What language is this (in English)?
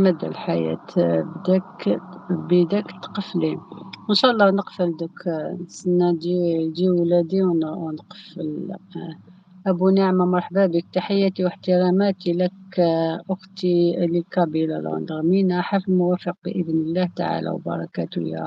Algerian Arabic